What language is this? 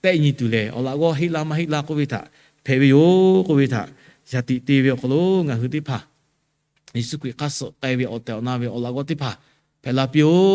Lahu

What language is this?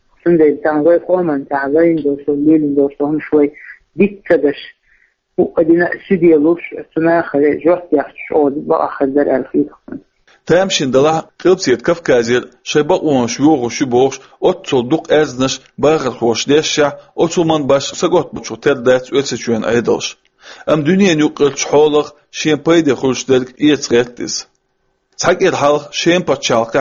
Chechen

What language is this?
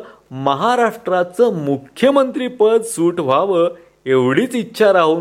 Marathi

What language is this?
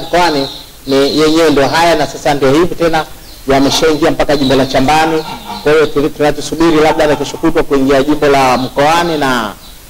Swahili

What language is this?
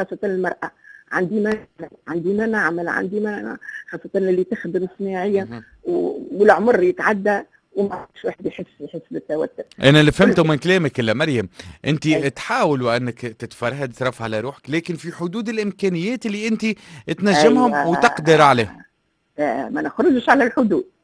Tunisian Arabic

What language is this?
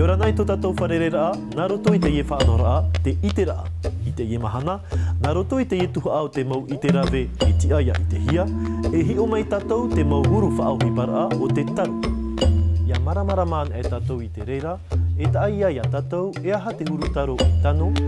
Tahitian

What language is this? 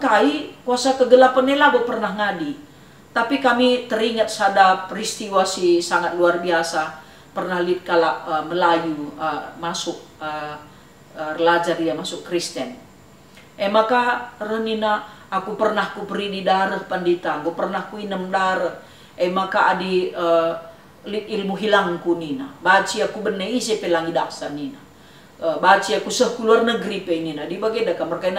Batak Karo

